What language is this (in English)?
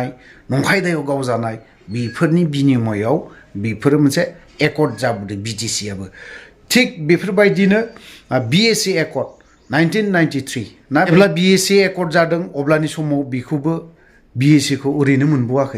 Bodo